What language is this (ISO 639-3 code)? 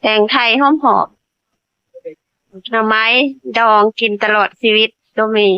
tts